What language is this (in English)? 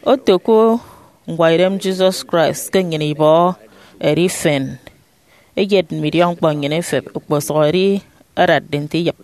Efik